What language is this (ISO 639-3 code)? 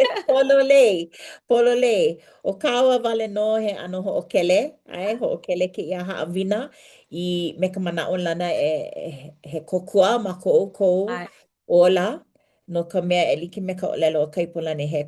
haw